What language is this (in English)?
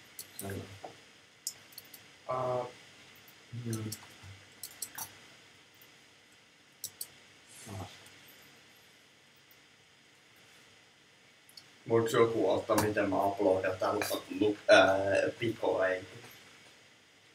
Finnish